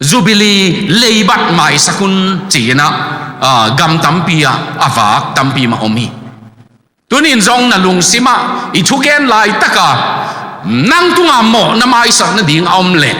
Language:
Tedim Chin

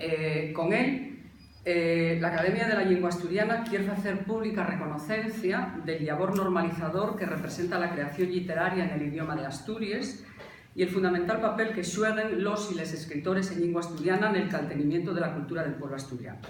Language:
Asturian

